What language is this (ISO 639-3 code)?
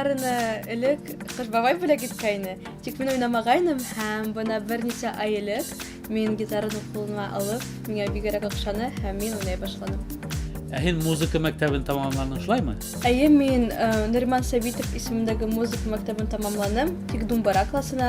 bak